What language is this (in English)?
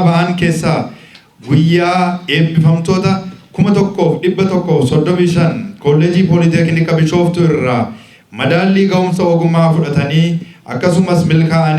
Oromo